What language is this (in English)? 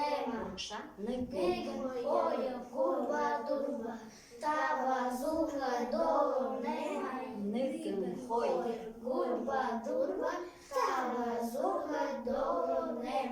Buriat